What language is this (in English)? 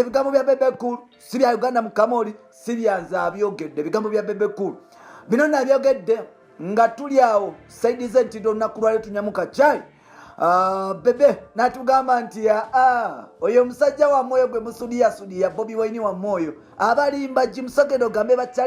Ganda